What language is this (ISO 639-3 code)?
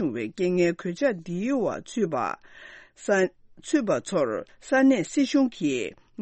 bod